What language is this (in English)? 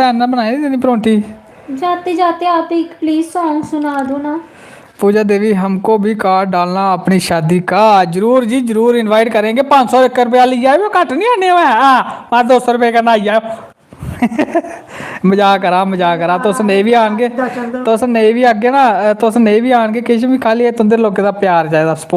Dogri